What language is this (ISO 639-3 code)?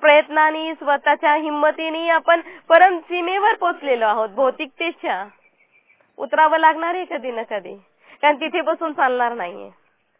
mar